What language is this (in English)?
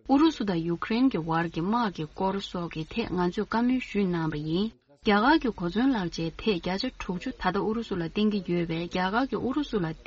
Tibetan